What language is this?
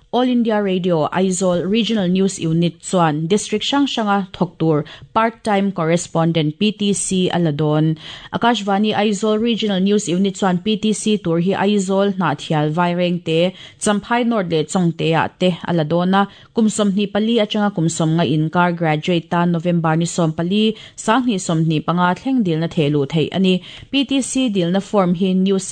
Mizo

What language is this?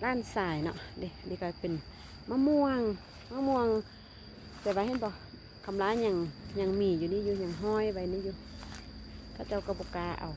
Lao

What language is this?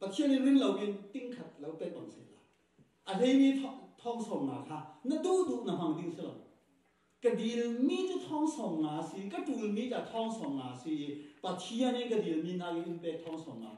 Falam Chin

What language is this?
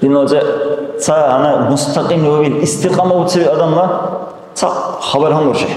Dargwa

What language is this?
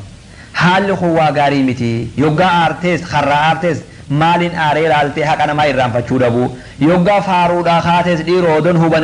Oromo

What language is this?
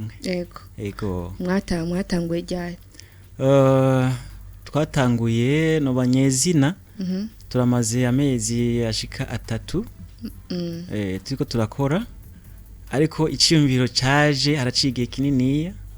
Rundi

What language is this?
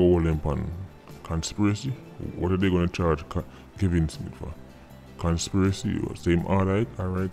Jamaican Creole English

